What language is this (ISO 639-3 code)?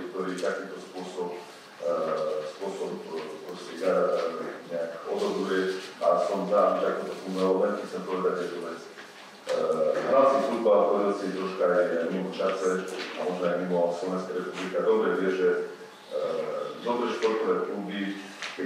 slk